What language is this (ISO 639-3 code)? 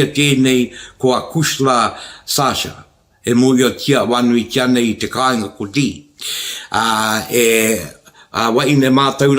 mri